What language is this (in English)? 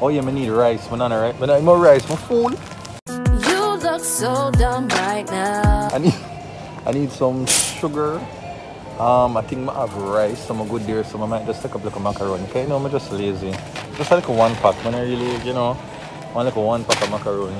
Jamaican Creole English